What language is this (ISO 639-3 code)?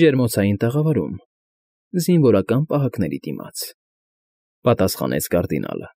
hye